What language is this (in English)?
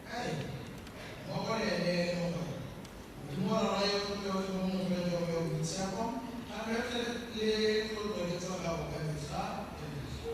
Tswana